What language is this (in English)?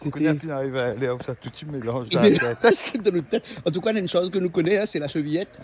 Réunion Creole French